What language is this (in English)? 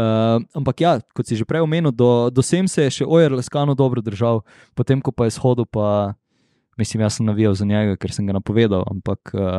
Slovenian